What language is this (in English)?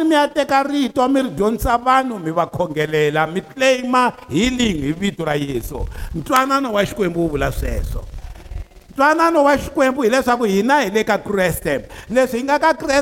Tsonga